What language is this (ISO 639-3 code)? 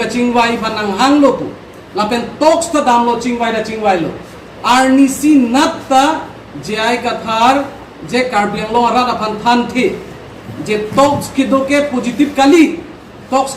mjw